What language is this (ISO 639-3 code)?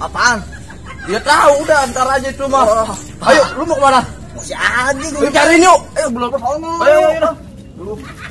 bew